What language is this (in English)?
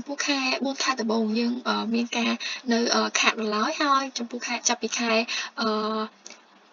Khmer